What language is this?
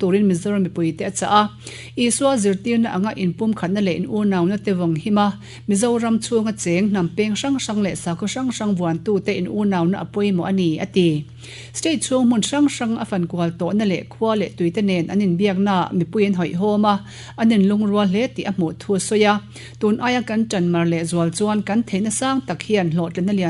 Mizo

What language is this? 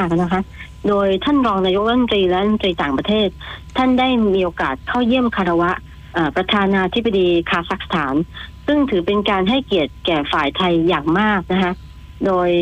Thai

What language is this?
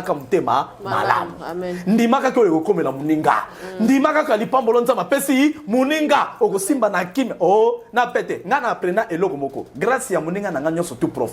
Lingala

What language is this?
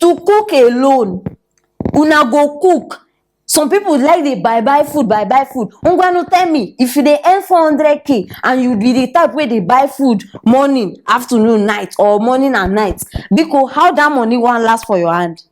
Nigerian Pidgin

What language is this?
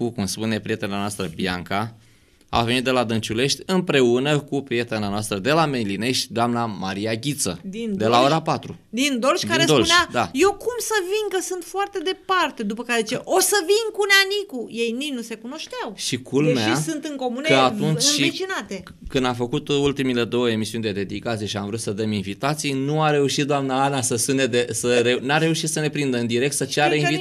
Romanian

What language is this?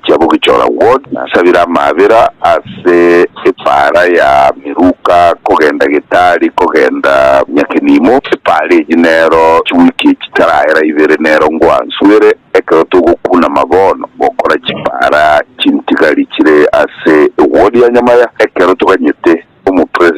Gusii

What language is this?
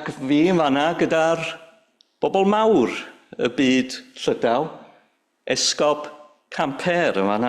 Welsh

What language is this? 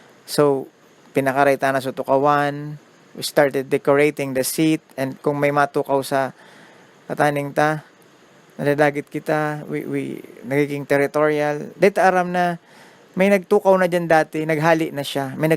Bikol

